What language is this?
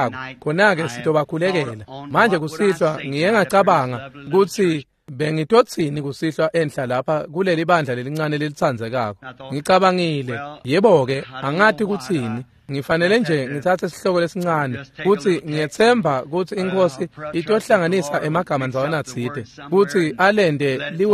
Swati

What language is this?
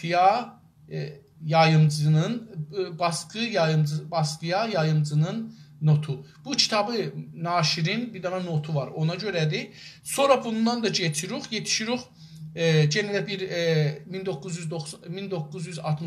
South Azerbaijani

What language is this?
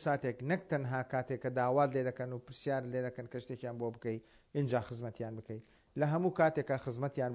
Central Kurdish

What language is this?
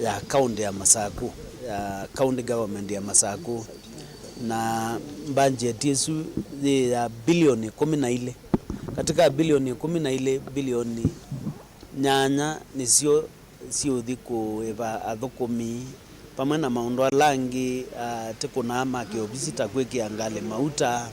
Kamba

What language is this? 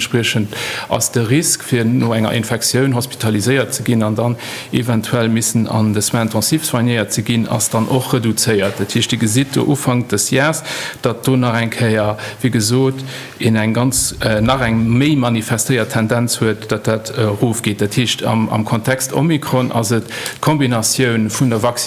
Luxembourgish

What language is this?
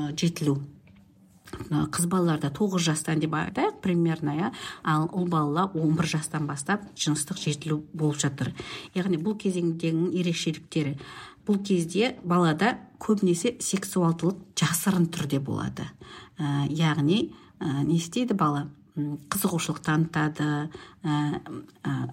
Kazakh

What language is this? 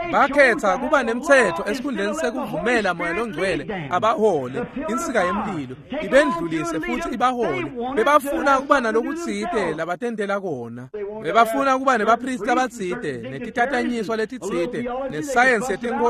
Swati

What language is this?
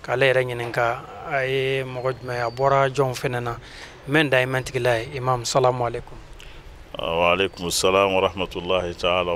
Bambara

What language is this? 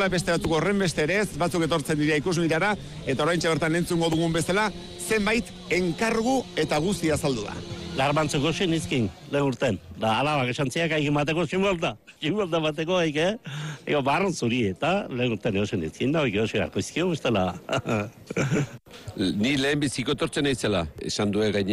Basque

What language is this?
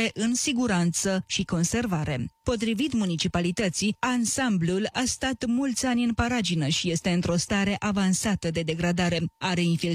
Romanian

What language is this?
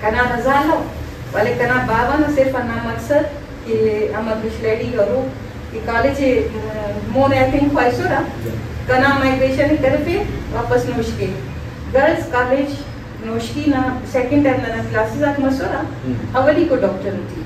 Brahui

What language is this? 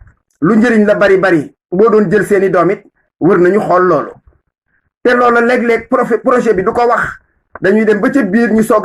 Wolof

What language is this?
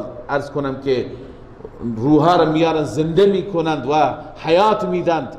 Persian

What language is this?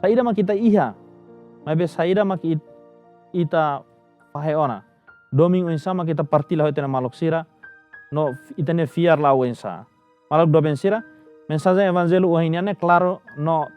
Tetum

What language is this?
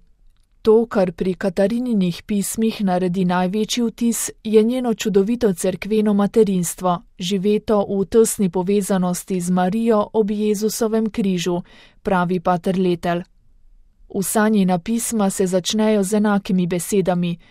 Slovenian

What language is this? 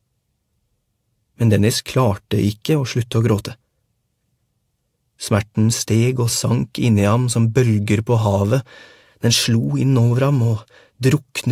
Norwegian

